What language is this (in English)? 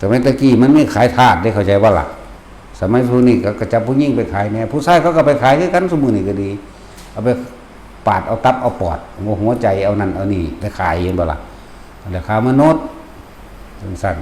Northeastern Thai